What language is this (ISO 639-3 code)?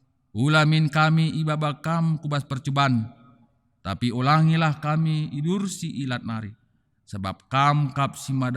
btx